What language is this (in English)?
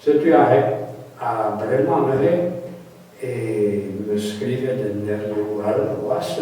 Breton